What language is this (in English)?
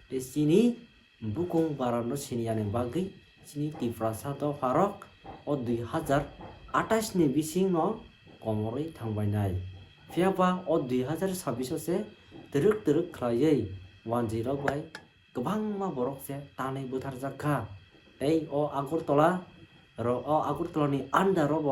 Kok Borok